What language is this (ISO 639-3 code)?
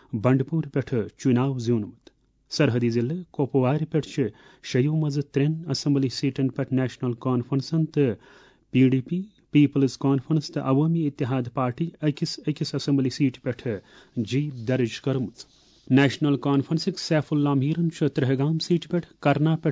kas